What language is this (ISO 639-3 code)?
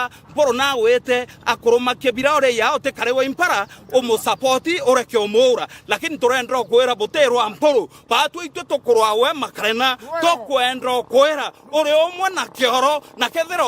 mer